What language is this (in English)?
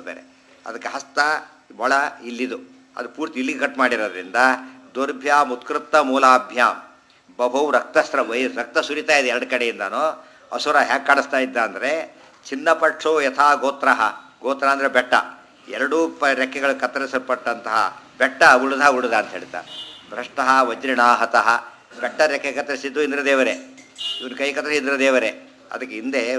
Kannada